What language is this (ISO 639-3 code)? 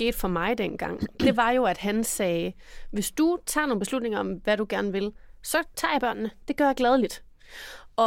dan